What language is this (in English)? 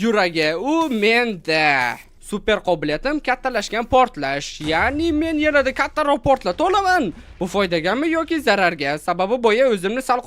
Uzbek